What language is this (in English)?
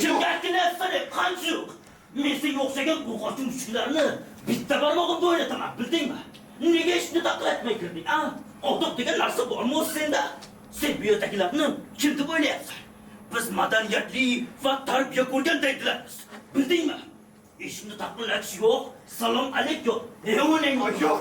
Uzbek